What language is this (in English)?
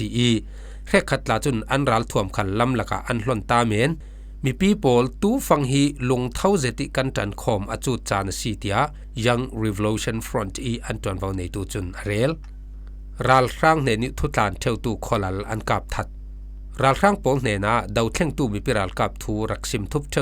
Falam Chin